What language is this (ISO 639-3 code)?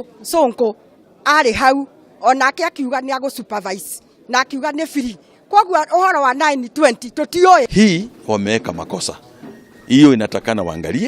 kik